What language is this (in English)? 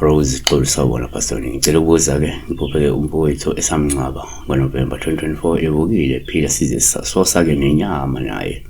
Zulu